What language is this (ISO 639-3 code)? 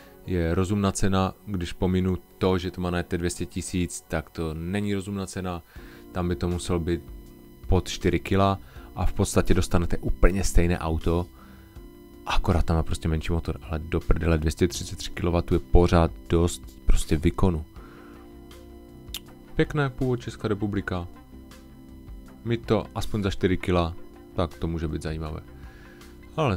ces